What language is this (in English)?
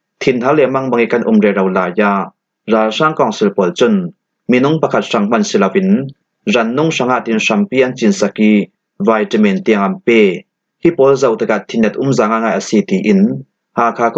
Falam Chin